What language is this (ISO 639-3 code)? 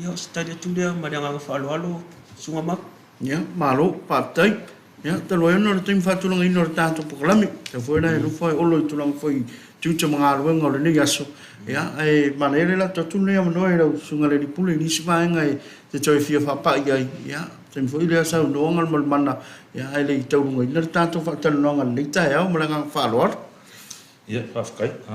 smo